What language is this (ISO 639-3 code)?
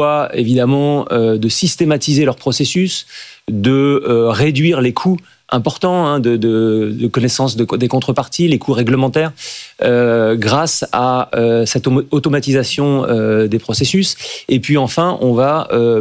fra